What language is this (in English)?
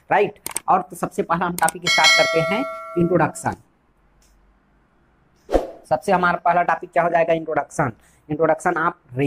Hindi